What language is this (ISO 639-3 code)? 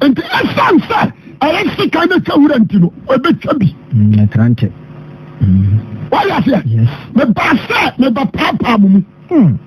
aka